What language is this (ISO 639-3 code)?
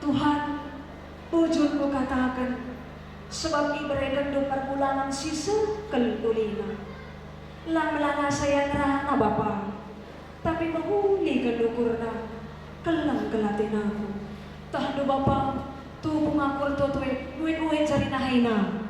btx